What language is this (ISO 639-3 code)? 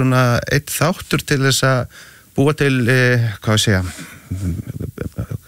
isl